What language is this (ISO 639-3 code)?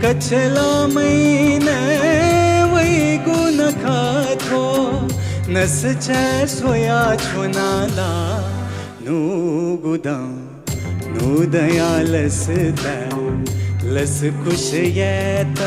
new